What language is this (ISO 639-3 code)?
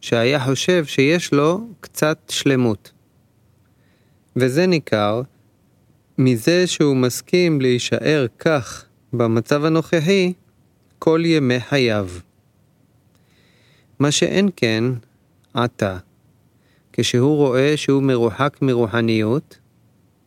heb